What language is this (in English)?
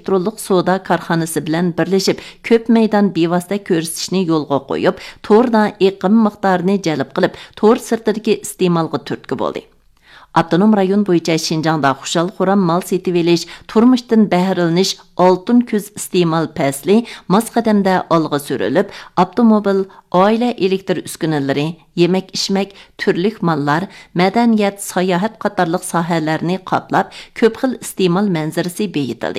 Uyghur